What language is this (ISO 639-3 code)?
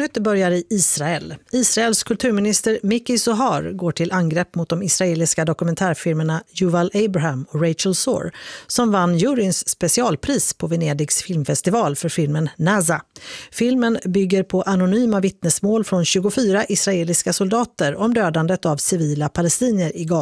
swe